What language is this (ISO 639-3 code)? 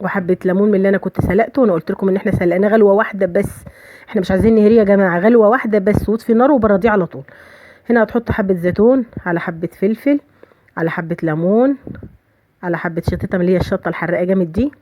arz